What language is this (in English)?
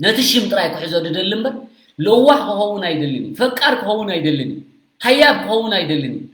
Tigrinya